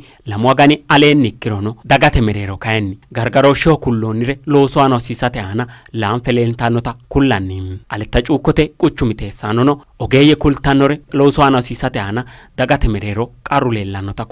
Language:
Sidamo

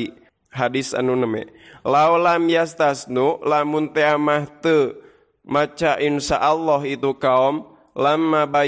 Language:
Sundanese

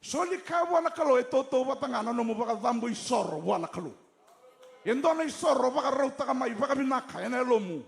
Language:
Fijian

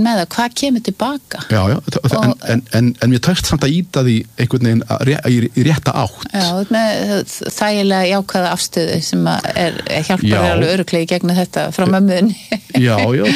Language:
Icelandic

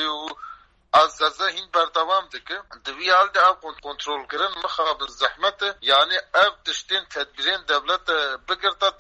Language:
Kurdish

